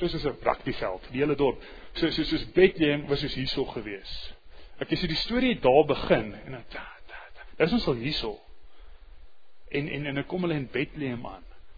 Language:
Afrikaans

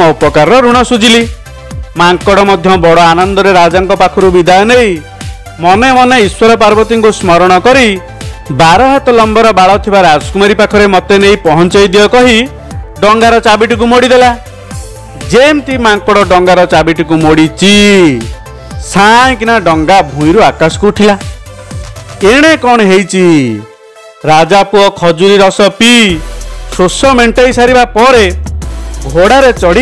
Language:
Odia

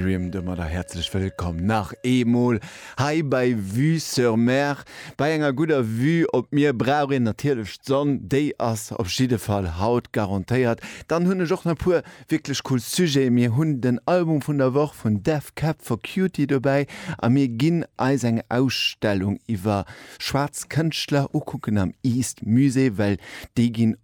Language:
Luxembourgish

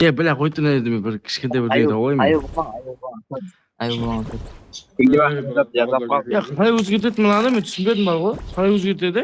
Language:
Kara-Kalpak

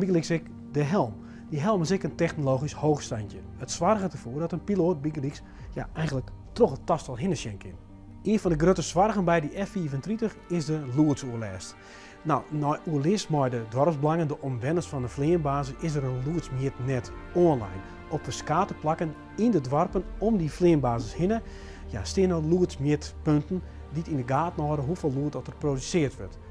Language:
Western Frisian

